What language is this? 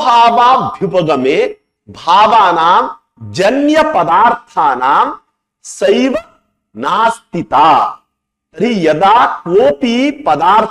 Sanskrit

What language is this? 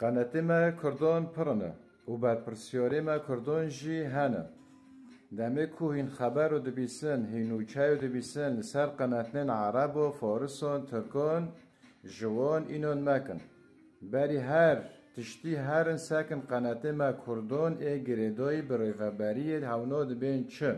Kurdish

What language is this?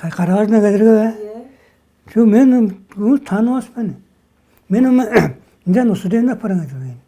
Tuvinian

